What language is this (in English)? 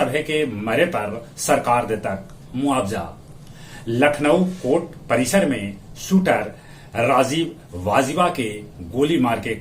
Magahi